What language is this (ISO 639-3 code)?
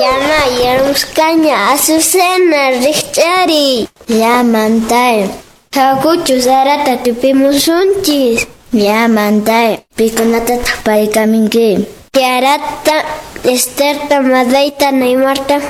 que